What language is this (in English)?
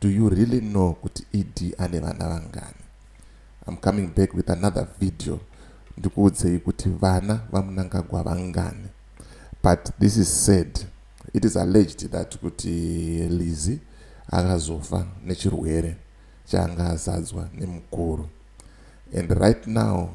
Shona